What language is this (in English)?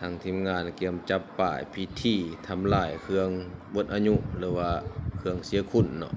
Lao